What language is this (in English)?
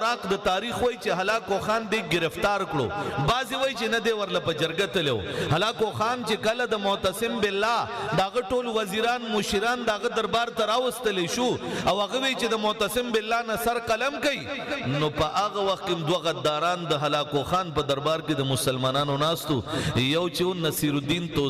Pashto